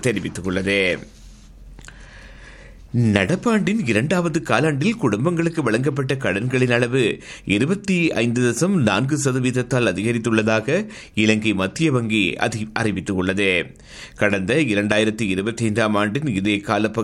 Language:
Tamil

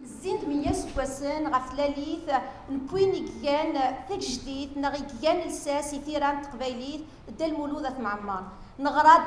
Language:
Kabyle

